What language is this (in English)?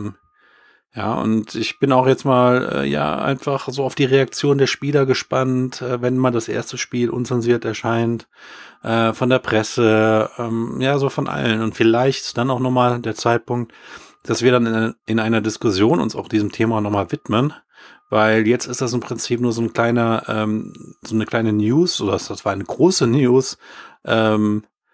German